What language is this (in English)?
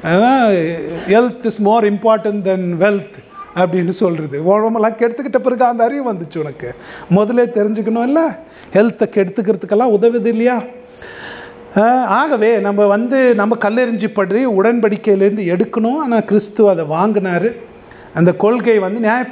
Tamil